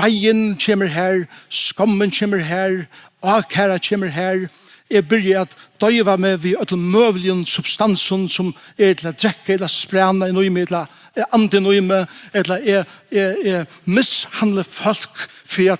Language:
Faroese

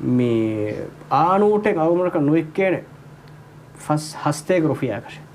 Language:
Divehi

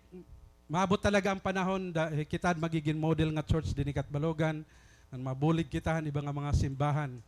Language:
Waray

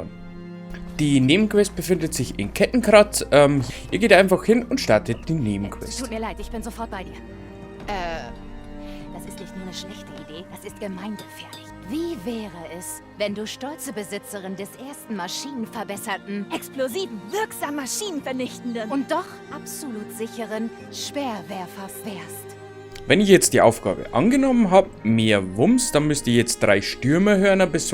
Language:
Bavarian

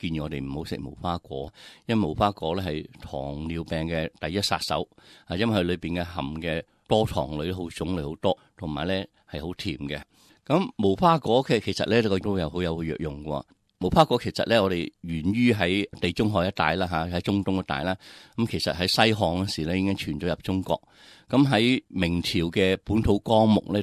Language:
Cantonese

